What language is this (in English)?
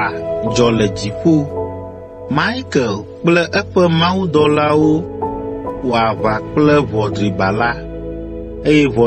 Ewe